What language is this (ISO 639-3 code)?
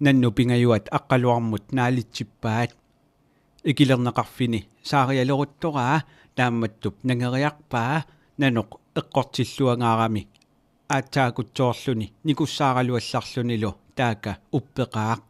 kal